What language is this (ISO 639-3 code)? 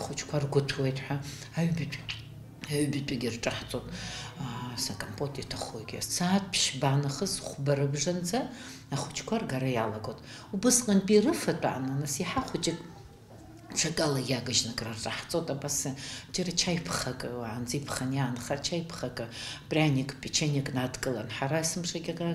abk